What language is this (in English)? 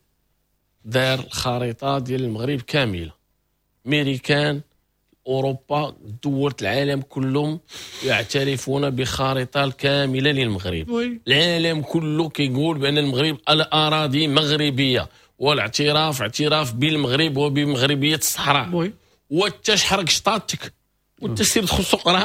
Moroccan Arabic